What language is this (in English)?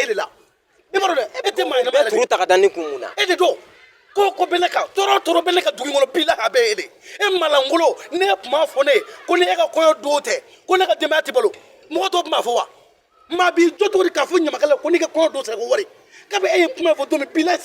Bambara